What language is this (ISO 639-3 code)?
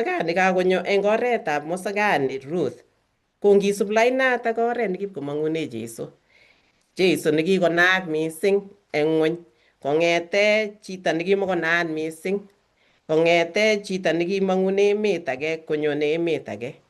kln